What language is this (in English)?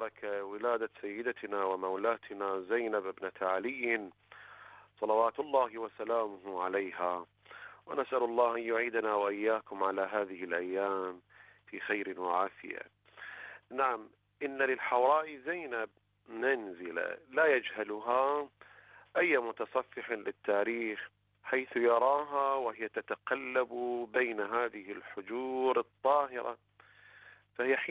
Arabic